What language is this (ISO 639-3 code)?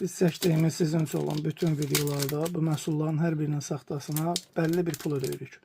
aze